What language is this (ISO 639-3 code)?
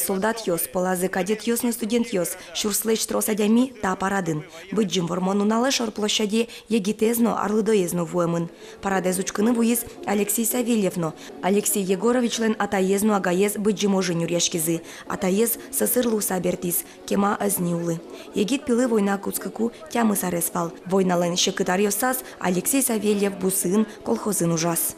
udm